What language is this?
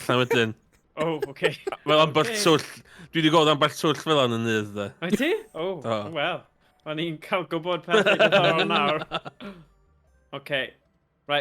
Welsh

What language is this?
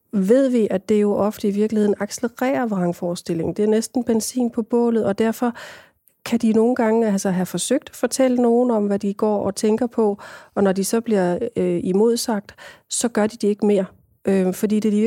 Danish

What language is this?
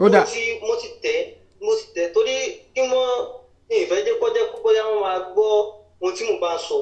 Yoruba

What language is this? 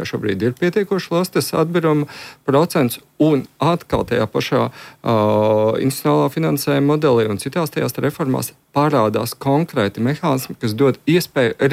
Latvian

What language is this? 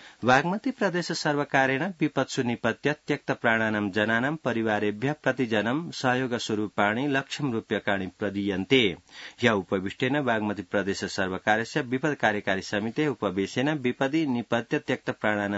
Sanskrit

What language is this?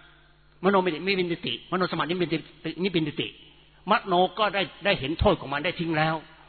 Thai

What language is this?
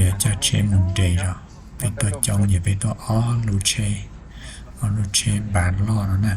Hmong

